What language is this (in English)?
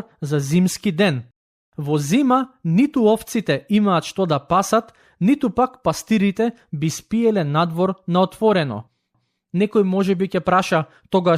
Macedonian